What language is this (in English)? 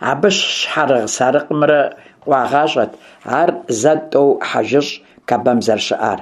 Kabardian